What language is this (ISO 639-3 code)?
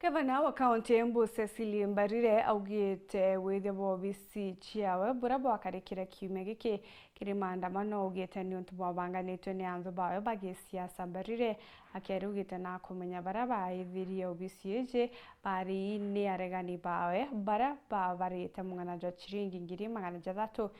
mer